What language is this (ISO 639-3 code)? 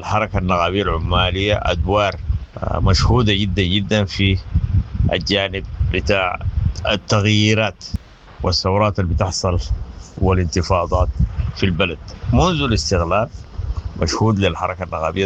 apd